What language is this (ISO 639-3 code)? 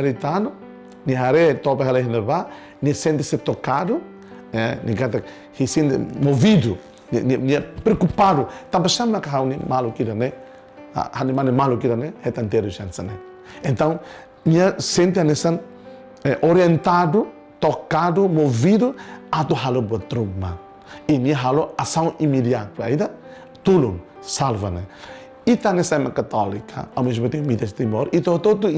tet